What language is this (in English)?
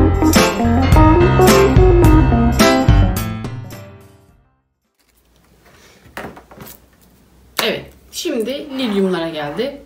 Turkish